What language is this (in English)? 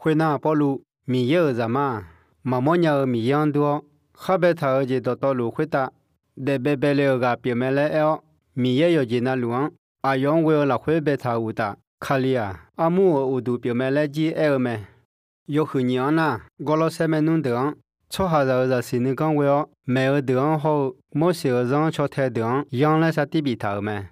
Akha